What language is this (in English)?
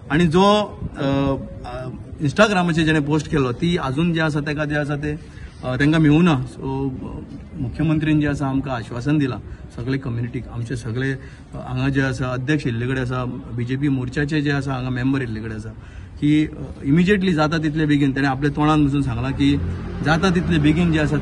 Konkani